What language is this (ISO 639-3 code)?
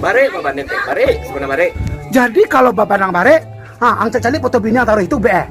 min